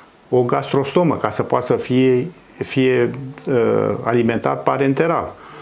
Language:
Romanian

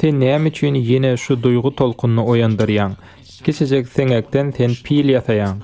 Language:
Turkmen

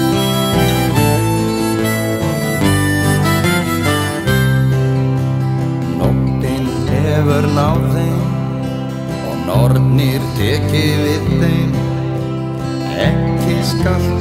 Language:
Icelandic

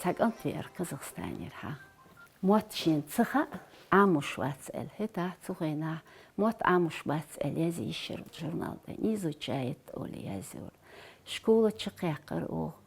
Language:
Chechen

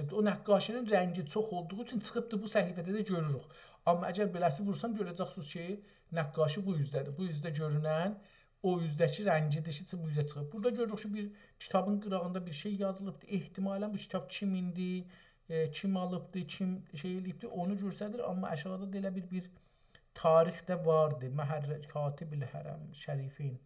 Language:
South Azerbaijani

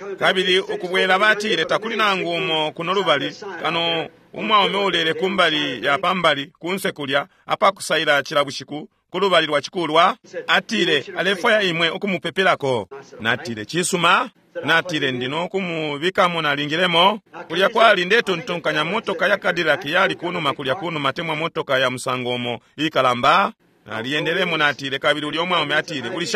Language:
Bemba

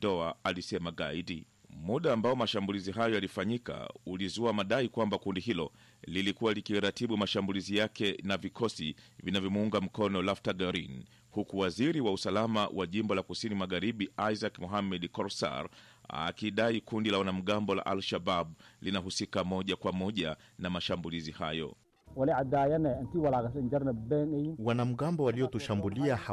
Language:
Swahili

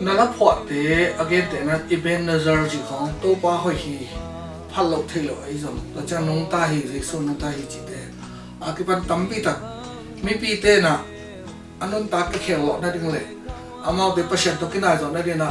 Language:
Tedim Chin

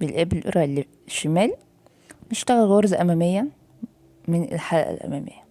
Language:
Egyptian Arabic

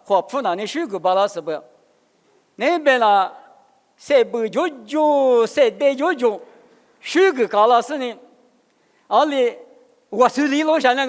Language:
Lisu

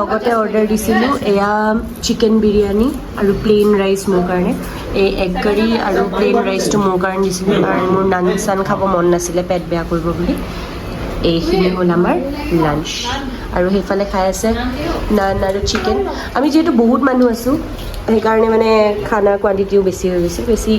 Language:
Assamese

